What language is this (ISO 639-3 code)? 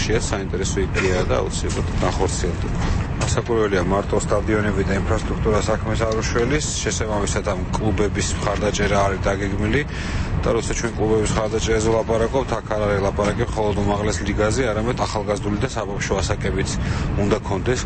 kat